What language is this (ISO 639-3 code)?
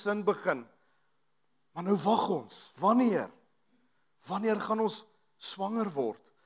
afr